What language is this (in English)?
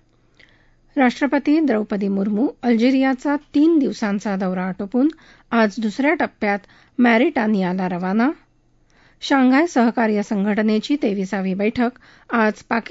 Marathi